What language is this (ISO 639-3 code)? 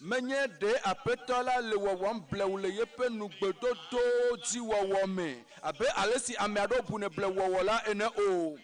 ewe